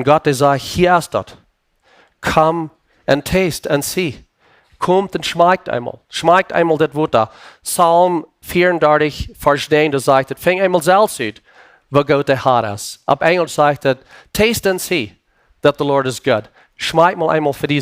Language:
Plautdietsch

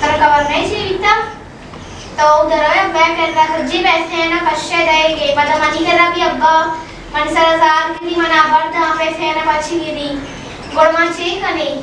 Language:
Baluchi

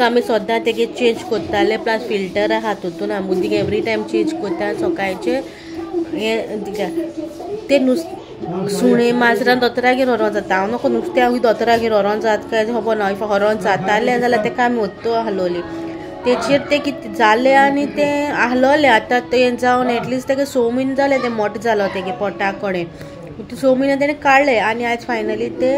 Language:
Konkani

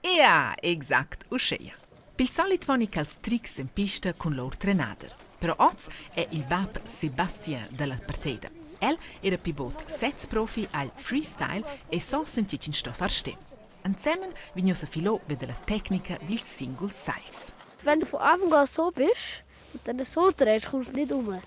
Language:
Romansh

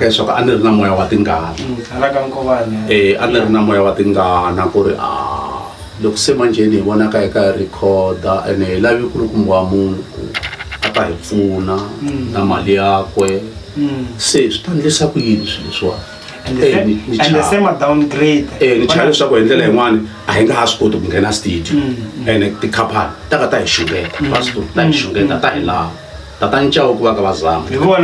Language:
Tsonga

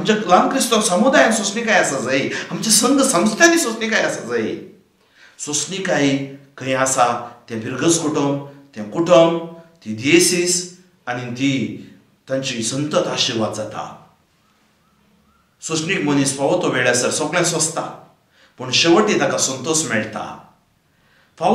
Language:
Konkani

